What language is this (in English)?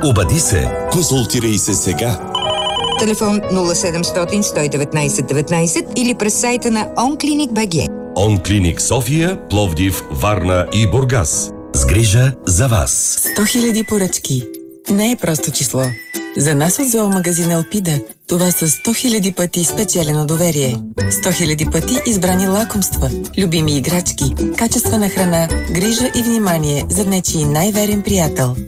Bulgarian